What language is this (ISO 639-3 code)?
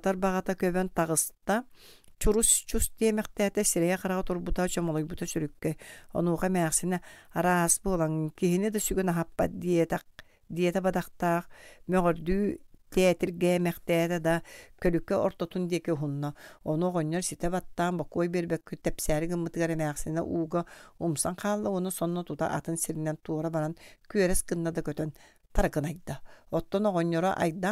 sah